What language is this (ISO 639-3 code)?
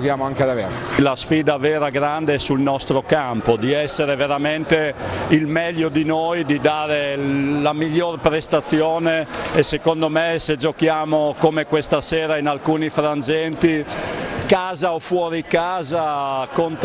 ita